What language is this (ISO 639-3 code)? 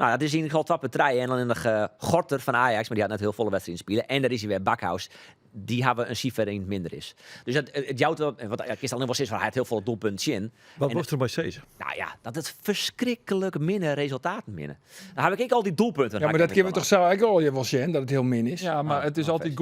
fry